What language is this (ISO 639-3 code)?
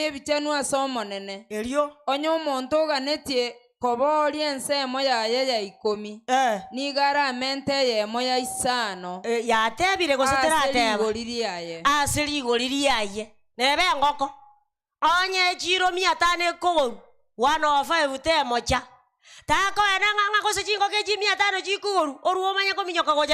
guz